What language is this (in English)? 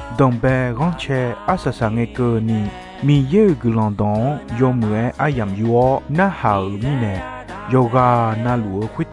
Akha